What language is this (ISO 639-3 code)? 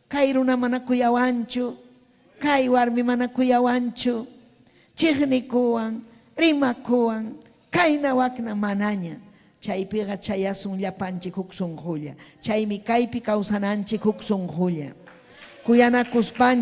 quy